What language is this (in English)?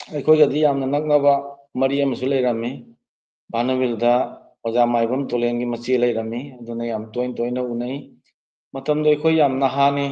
Manipuri